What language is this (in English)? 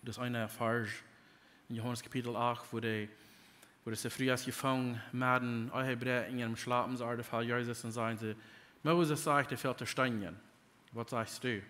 Plautdietsch